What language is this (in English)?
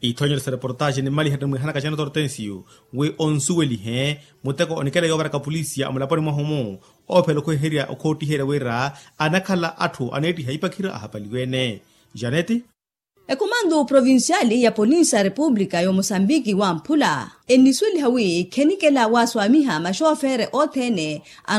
Makhuwa